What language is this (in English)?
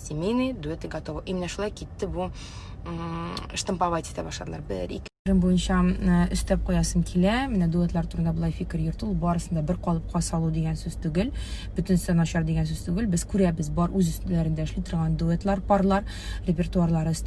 Tatar